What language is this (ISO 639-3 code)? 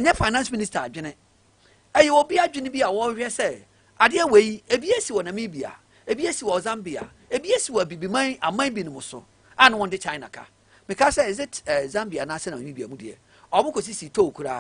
aka